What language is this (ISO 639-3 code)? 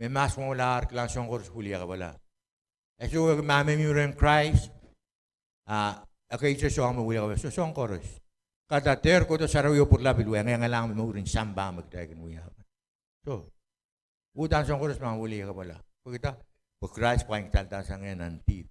pon